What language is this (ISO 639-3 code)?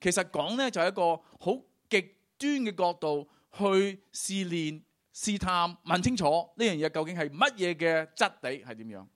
yue